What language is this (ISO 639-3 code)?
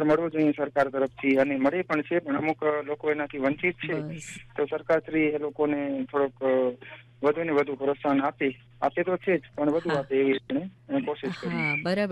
guj